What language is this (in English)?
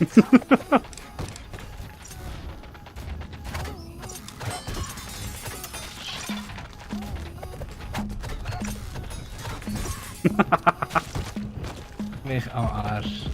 Swiss German